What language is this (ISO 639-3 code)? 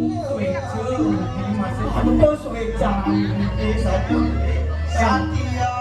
ban